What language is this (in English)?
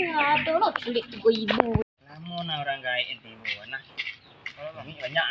Minangkabau